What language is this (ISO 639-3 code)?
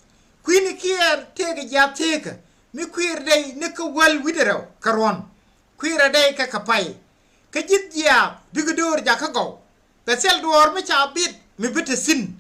nus